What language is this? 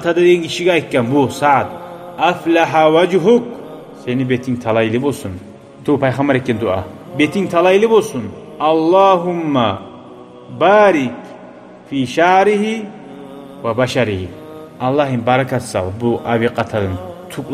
Kumyk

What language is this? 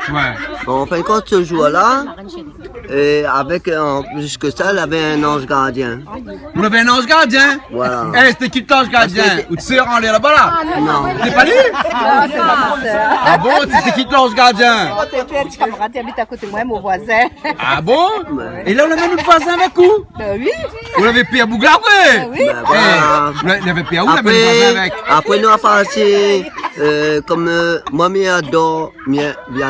Réunion Creole French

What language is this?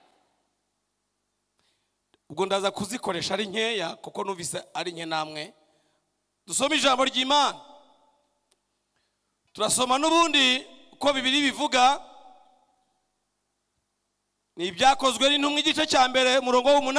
Kinyarwanda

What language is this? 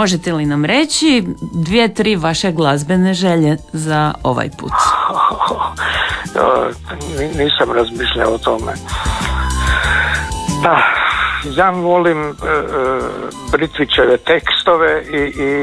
Croatian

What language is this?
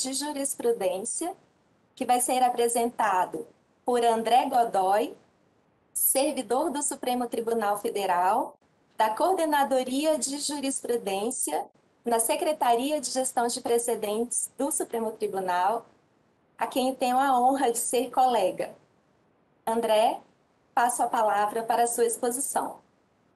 Portuguese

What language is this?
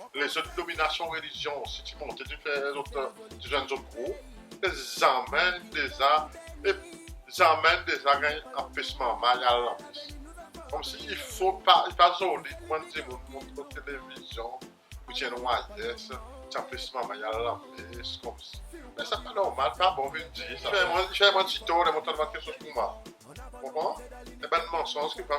Seselwa Creole French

